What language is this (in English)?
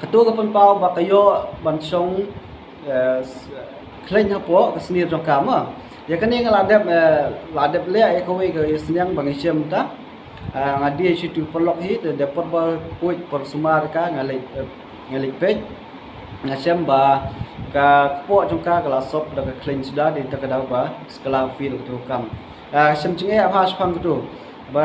Khasi